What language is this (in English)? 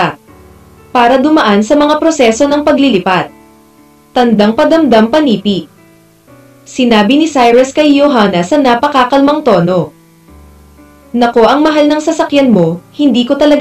Filipino